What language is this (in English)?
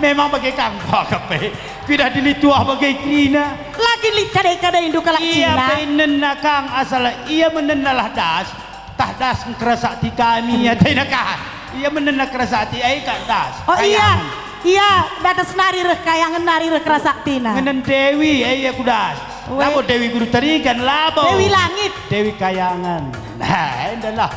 Batak Karo